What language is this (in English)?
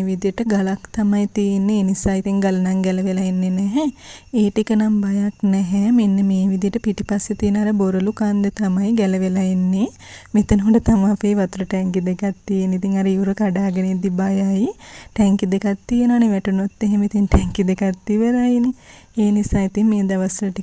Sinhala